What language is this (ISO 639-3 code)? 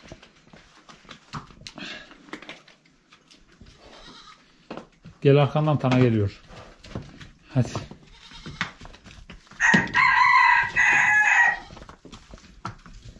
tur